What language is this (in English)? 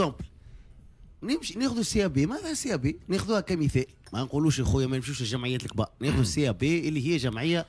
Tunisian Arabic